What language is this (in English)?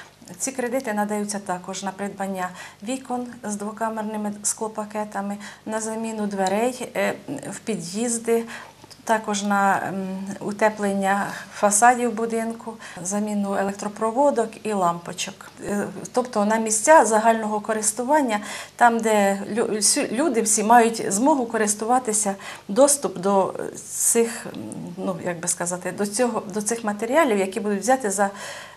Ukrainian